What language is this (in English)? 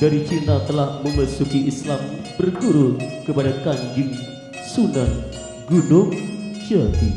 Madurese